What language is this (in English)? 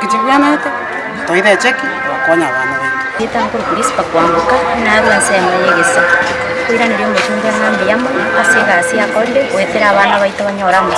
Gusii